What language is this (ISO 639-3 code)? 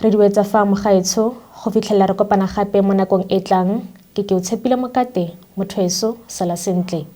tsn